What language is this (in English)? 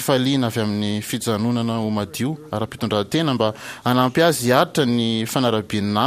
Malagasy